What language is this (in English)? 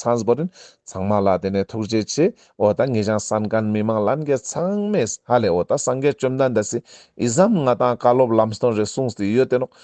Ladakhi